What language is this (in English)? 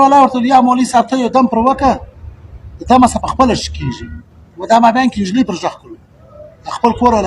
Pashto